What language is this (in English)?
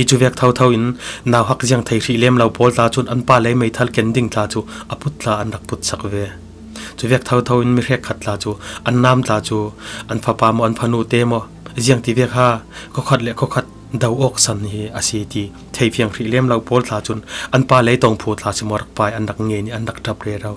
Falam Chin